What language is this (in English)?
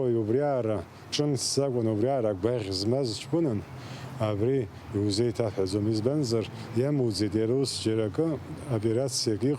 Abkhazian